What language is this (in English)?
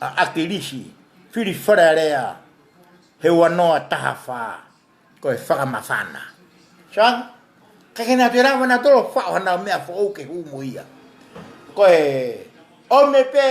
Tongan